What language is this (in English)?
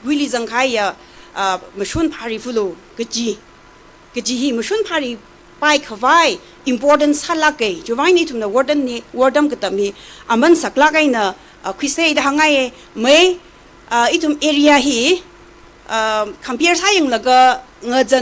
Tangkhul Naga (India)